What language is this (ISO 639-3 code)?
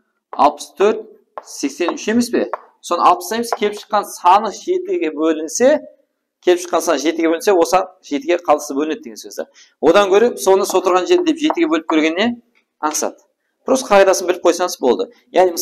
kaa